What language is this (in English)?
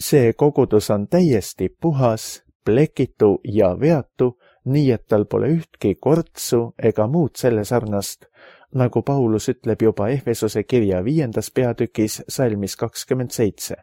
Estonian